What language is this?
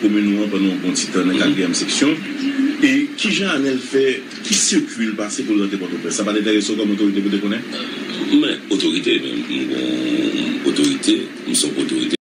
Haitian Creole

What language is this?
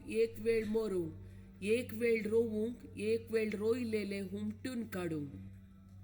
Konkani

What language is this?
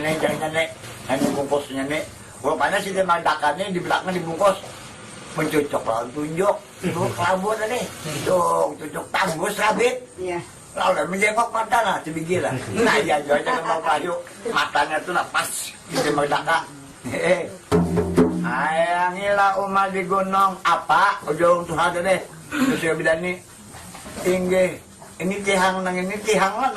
Banjar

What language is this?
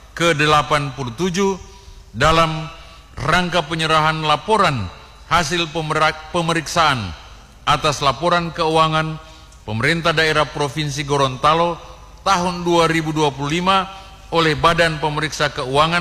Indonesian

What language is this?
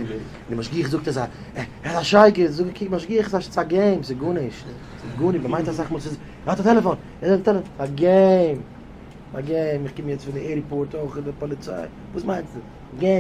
Yiddish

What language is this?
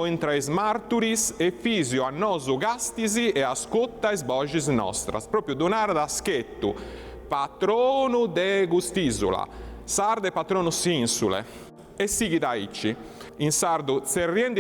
Sardinian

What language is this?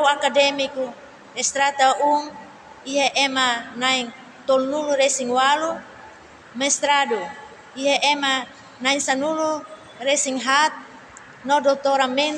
Tetum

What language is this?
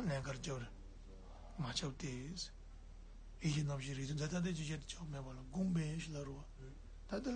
Tibetan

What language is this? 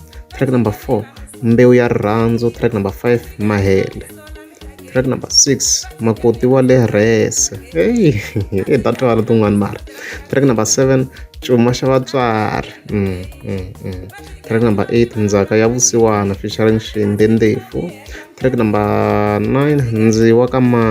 Tsonga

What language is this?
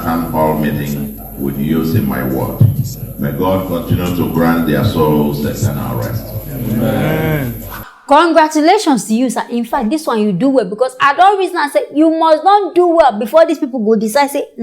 Nigerian Pidgin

